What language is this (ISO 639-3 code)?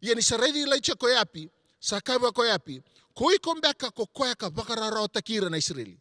fij